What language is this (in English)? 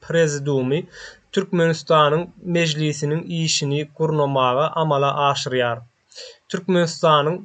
Turkmen